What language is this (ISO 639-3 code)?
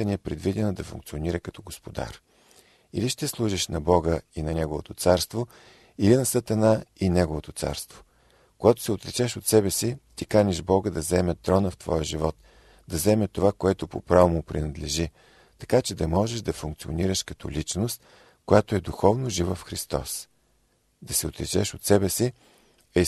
bul